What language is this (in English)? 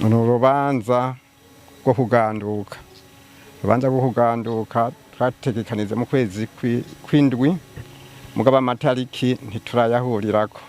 Rundi